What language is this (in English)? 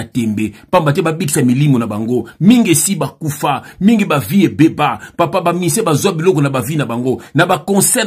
Lingala